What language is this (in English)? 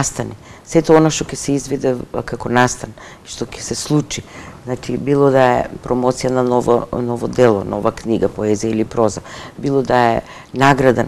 Macedonian